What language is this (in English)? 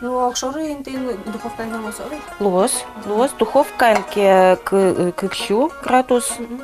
Udmurt